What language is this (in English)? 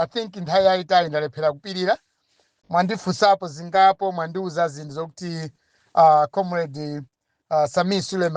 Nyanja